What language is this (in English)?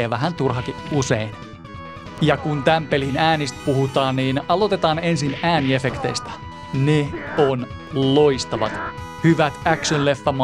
Finnish